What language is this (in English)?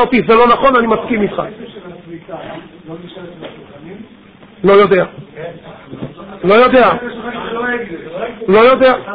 Hebrew